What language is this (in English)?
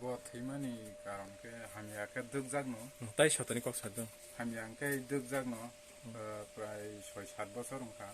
Kok Borok